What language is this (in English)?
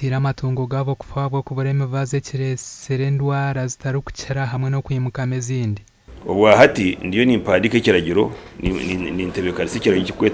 Nyankole